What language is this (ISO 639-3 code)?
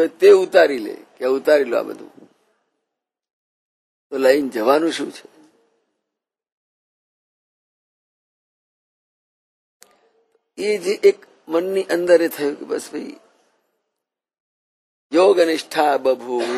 guj